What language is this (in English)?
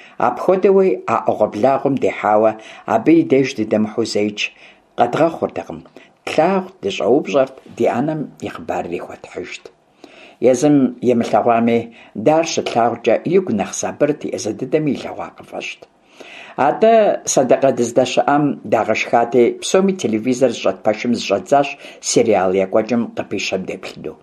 Kabardian